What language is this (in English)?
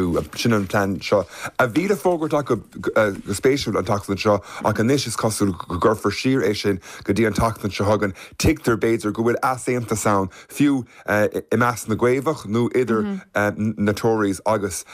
Irish